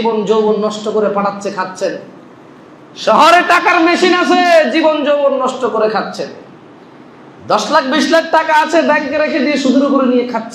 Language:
Bangla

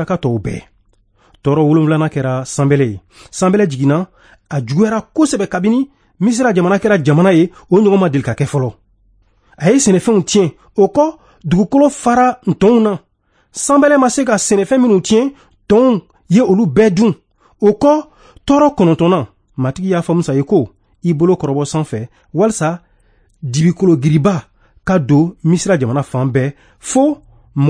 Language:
Bambara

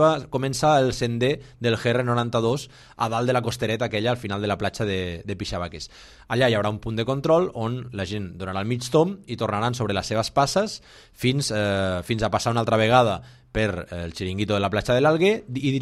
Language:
Catalan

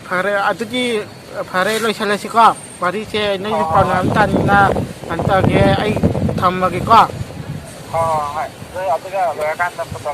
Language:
Manipuri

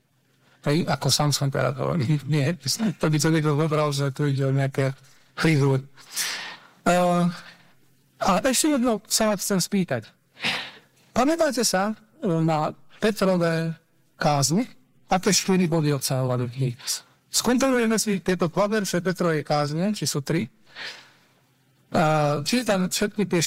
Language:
Slovak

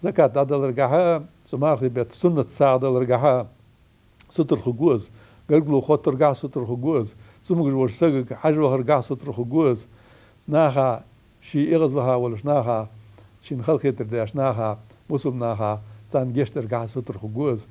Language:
Ingush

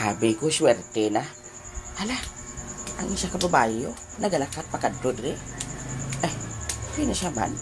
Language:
Hiligaynon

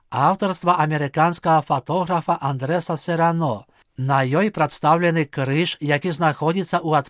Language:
Belarusian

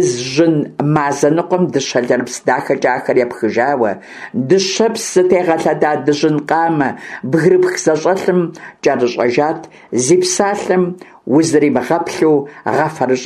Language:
Kabardian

